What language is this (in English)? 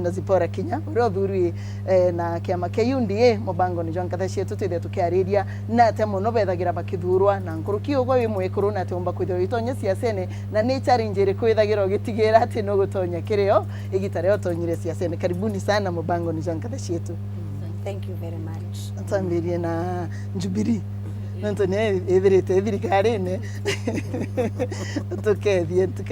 Meru